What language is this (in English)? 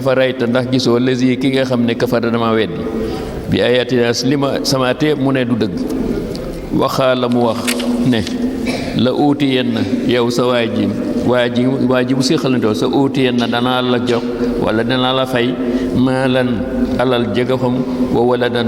Wolof